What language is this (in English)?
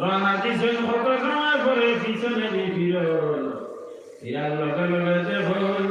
Sylheti